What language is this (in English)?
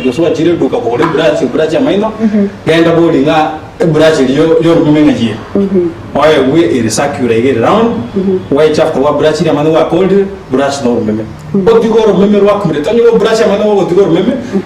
Gusii